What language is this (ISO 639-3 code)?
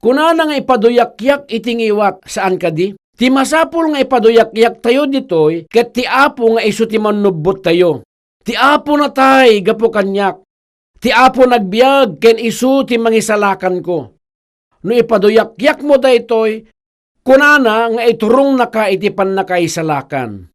ilo